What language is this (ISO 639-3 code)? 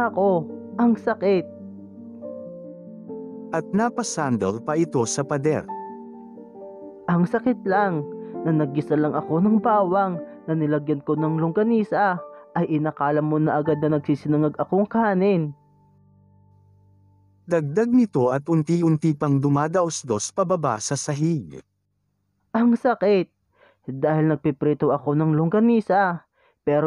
fil